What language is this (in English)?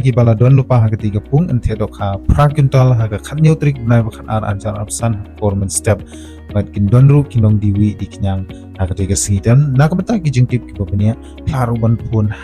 Khasi